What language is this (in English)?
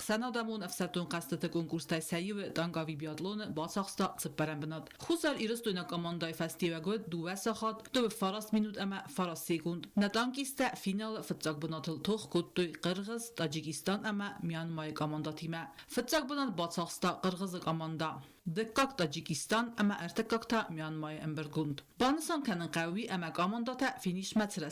Ossetic